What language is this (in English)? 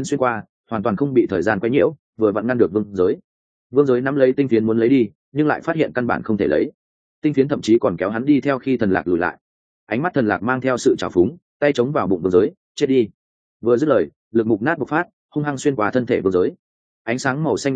Vietnamese